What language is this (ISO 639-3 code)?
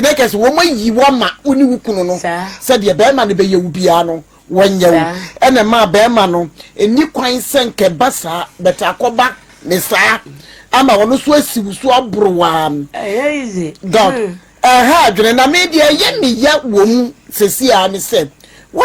aka